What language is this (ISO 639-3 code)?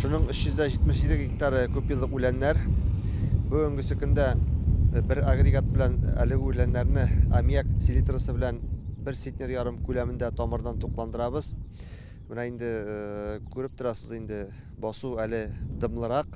tat